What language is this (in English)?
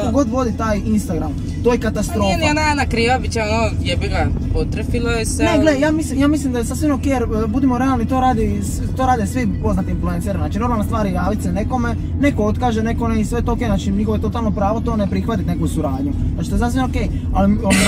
Croatian